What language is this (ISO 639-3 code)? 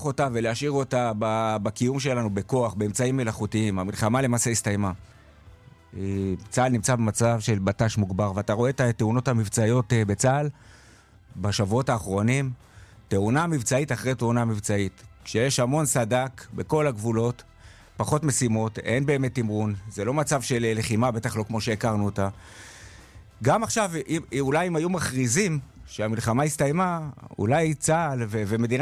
heb